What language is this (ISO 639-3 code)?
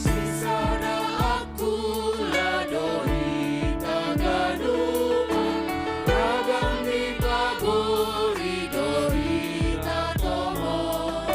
bts